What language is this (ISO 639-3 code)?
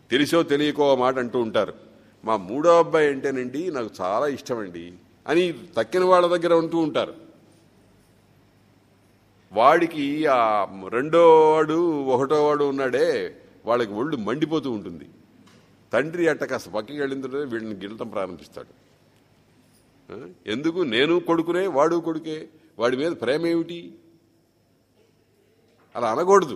tel